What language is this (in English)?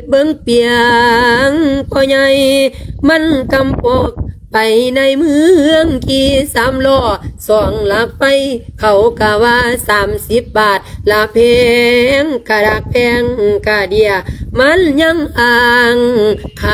Lao